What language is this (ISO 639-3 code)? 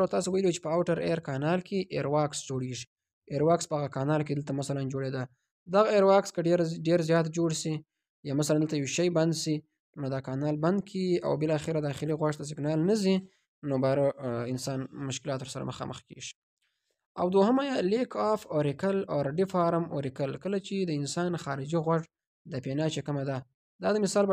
pus